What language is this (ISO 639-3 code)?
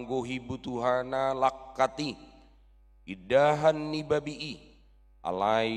bbc